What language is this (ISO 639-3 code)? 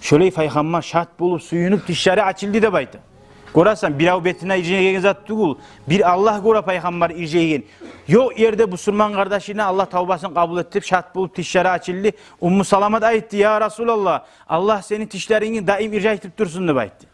kum